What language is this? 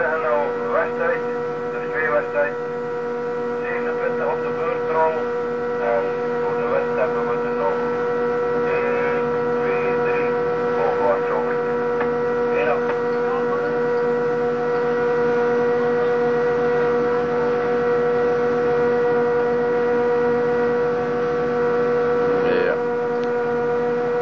Dutch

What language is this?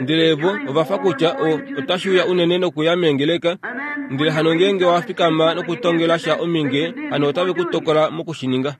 Kuanyama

